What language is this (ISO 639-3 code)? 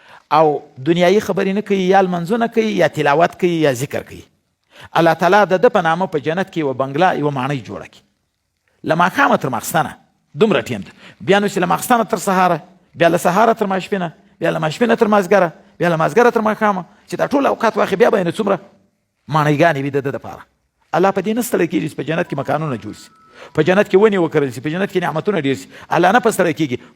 pus